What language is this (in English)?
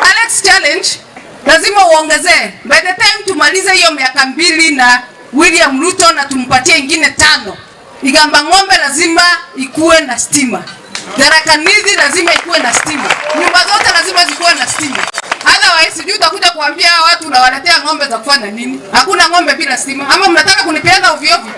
Meru